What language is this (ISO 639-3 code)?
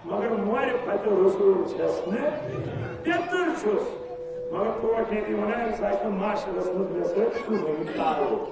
kas